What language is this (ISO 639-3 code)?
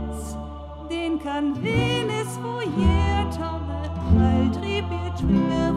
frr